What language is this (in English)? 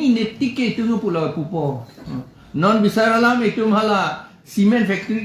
Karbi